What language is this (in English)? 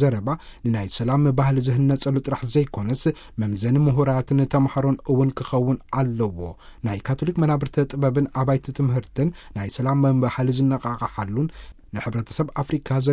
Tigrinya